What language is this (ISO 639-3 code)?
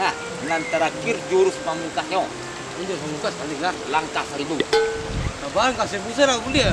min